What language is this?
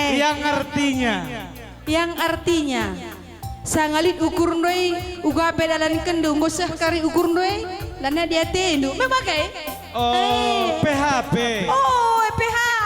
Batak Karo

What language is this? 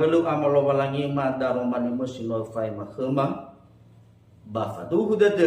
Nias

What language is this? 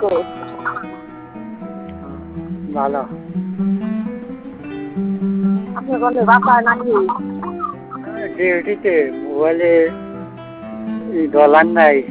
Bangla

